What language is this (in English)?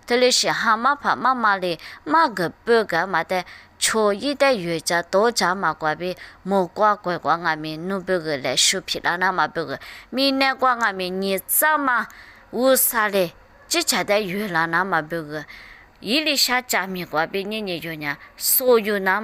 Lisu